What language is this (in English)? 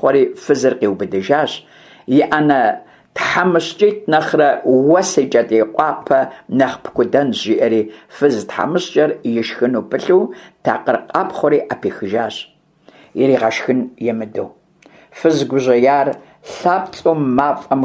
Kabardian